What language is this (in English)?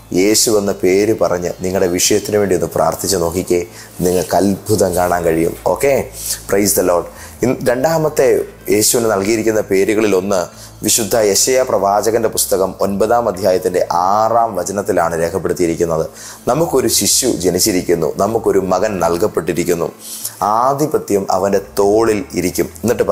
Malayalam